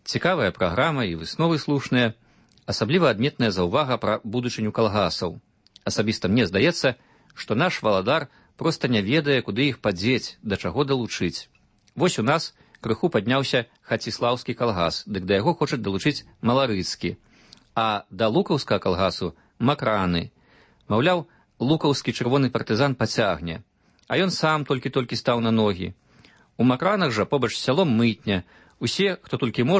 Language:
Belarusian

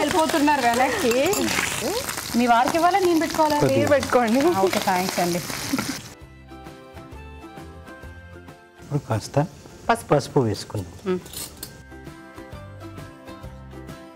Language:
Telugu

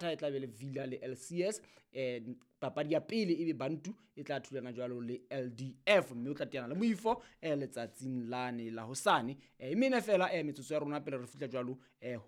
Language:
Southern Sotho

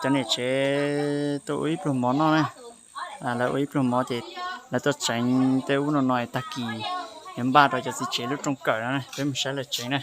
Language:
Hmong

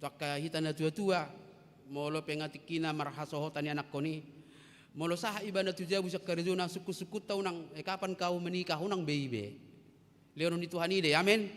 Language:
Batak Toba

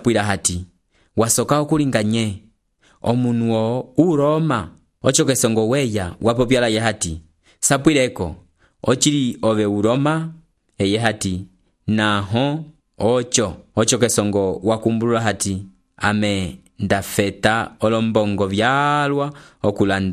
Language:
Umbundu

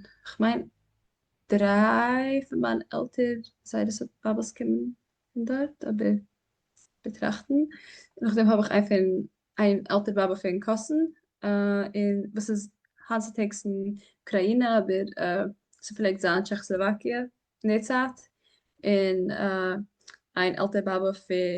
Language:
Yiddish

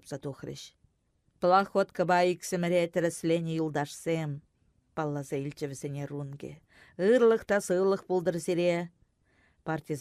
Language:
Chuvash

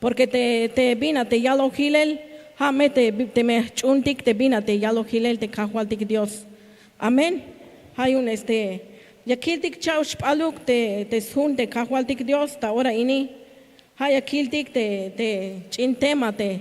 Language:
Tzeltal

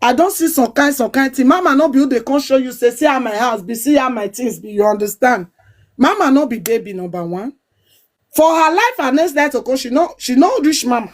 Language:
Nigerian Pidgin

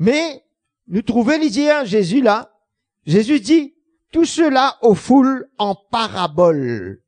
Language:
Morisyen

